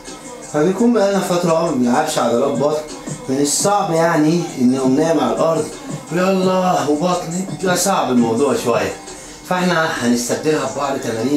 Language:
Egyptian Arabic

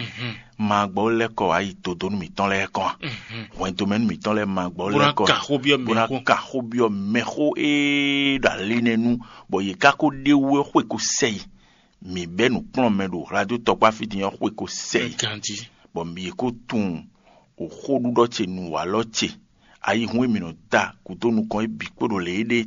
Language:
Fon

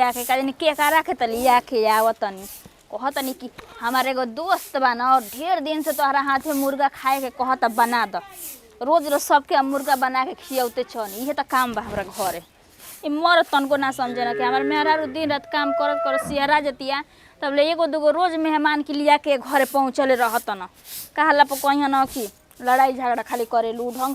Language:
Bhojpuri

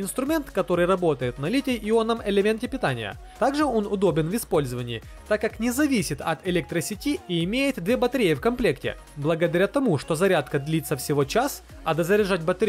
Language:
Russian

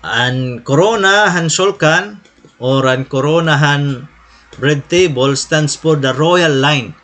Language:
Waray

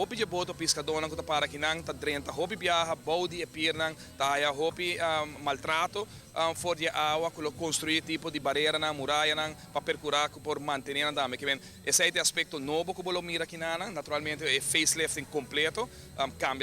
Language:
Papiamento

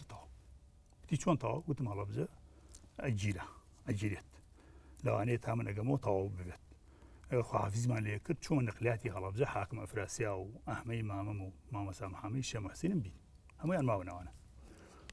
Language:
Central Kurdish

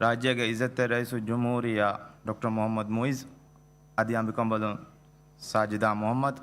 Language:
Divehi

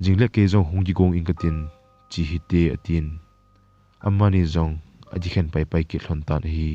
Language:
Thado Chin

